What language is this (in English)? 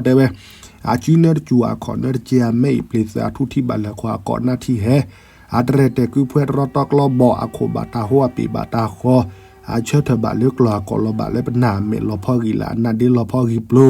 S'gaw Karen